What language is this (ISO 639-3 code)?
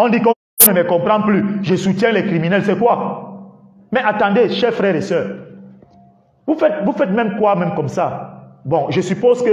fra